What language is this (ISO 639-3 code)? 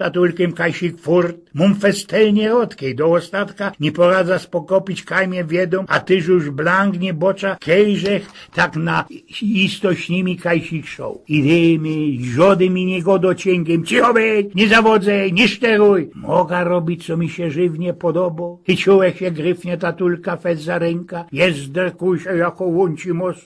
szl